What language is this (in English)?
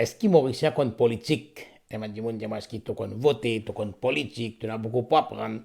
Morisyen